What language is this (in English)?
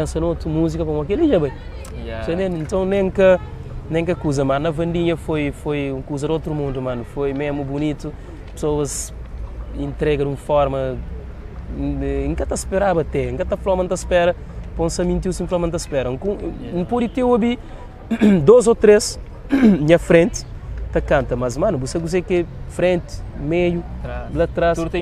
Kabuverdianu